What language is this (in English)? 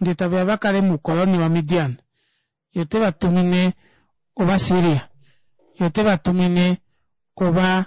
Kuanyama